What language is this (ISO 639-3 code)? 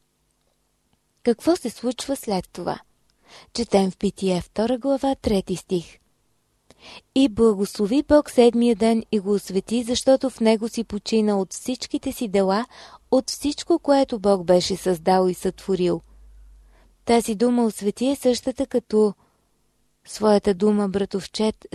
bul